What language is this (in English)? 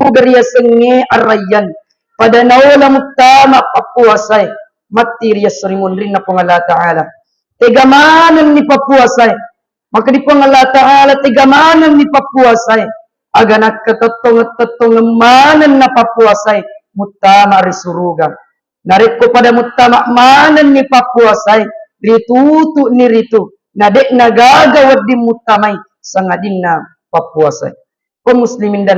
Buginese